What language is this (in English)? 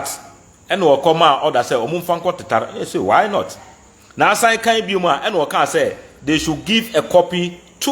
Akan